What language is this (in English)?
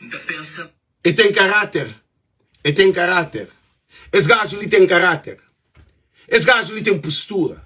Kabuverdianu